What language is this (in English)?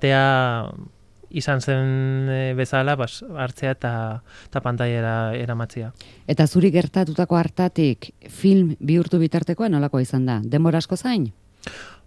Basque